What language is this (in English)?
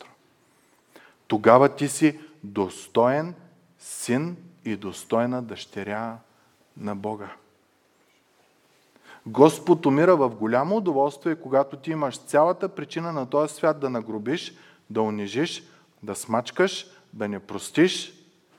Bulgarian